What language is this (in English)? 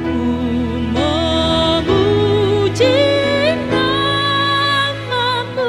Batak Simalungun